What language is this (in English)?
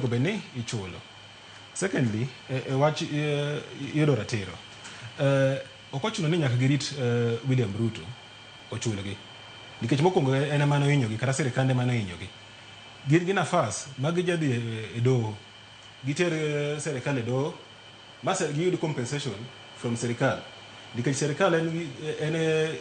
Luo (Kenya and Tanzania)